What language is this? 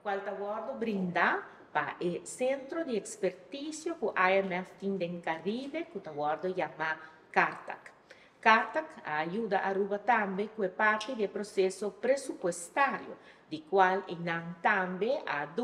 Papiamento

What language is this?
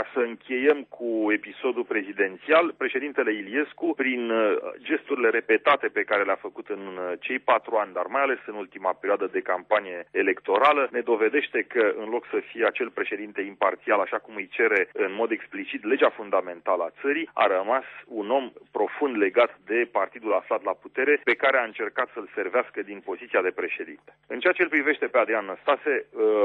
Romanian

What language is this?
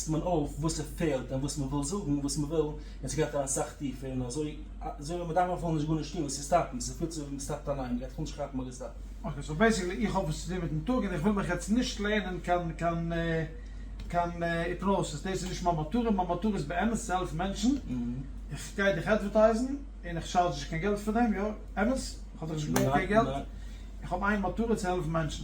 Yiddish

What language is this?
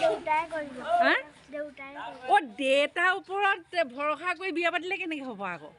Assamese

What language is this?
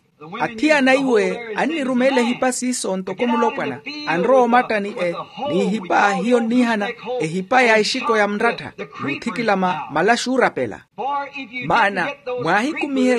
Makhuwa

